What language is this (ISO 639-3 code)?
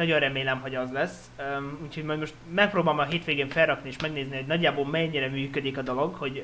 hun